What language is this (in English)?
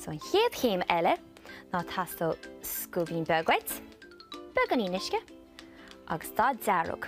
Irish